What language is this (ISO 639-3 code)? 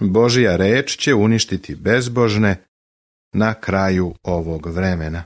srp